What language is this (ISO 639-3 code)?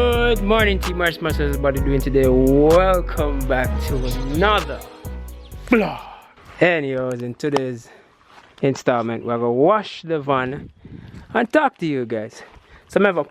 jam